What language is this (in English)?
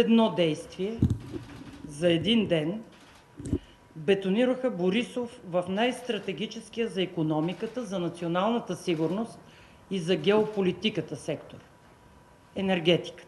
Bulgarian